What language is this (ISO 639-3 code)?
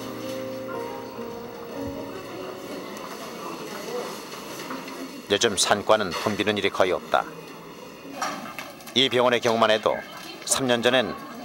kor